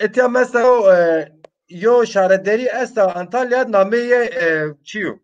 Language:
Zaza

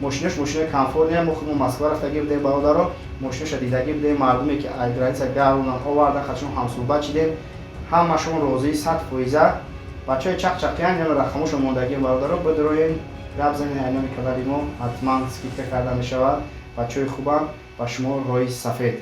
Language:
Tajik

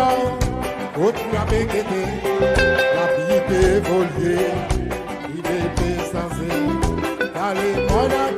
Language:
Seselwa Creole French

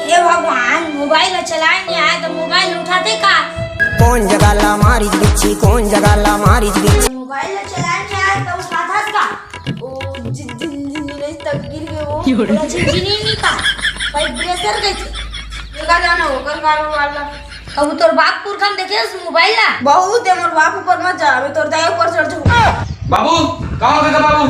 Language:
Chhattisgarhi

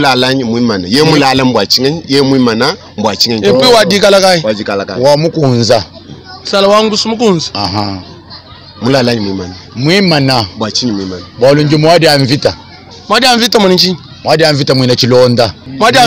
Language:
Luba-Lulua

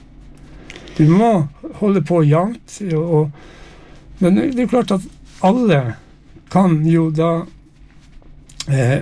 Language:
Norwegian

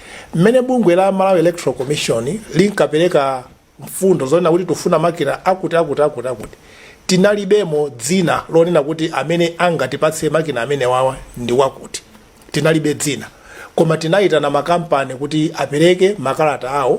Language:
Nyanja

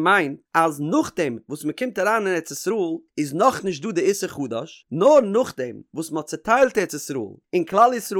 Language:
Yiddish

